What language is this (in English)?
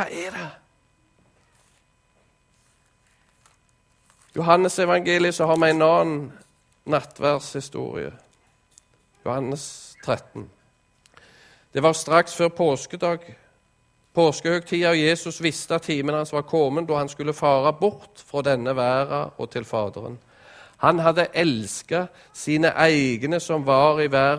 Norwegian